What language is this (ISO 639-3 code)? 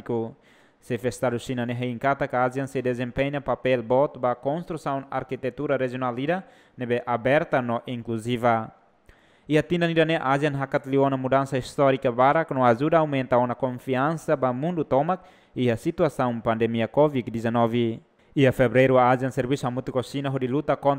tet